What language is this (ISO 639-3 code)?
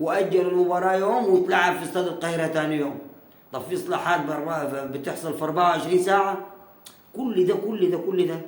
arz